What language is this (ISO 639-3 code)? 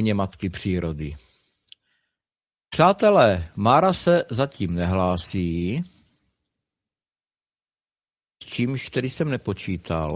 ces